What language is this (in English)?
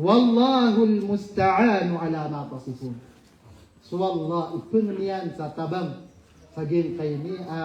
Maranao